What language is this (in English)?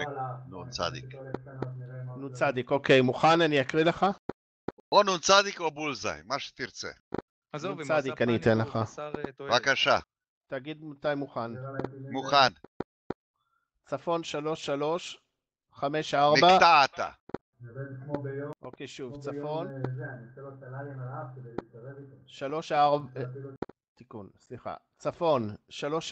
Hebrew